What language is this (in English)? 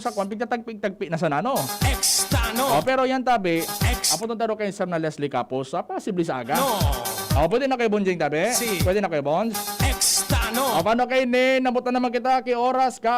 Bikol